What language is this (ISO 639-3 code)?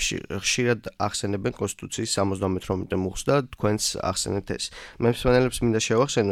kat